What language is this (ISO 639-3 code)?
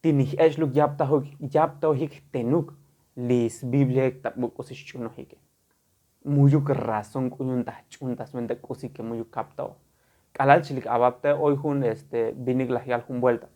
tzo